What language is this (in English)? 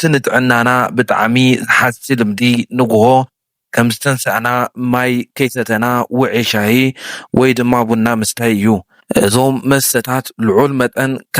Tigrinya